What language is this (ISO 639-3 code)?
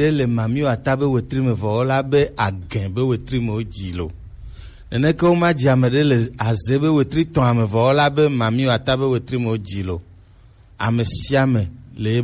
gej